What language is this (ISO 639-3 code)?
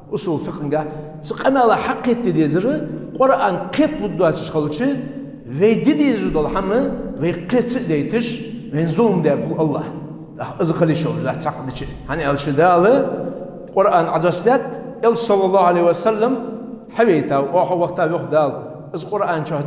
inh